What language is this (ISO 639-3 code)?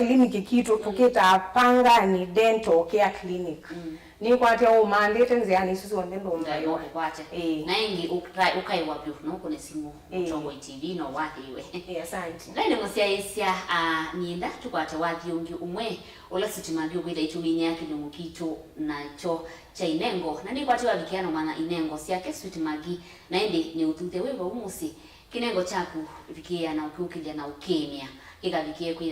kam